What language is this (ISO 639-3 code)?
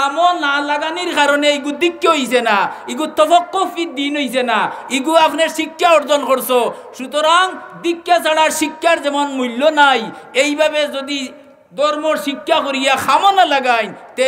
syl